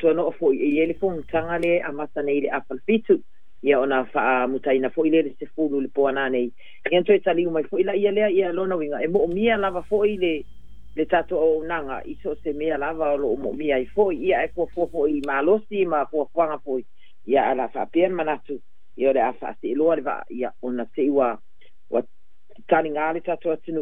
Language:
Samoan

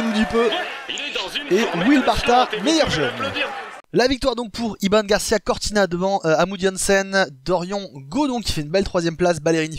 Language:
French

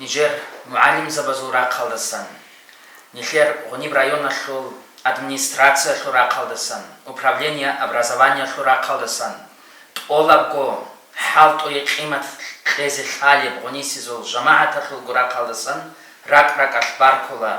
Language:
Avaric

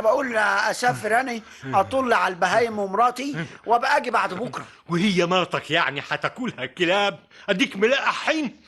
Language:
Egyptian Arabic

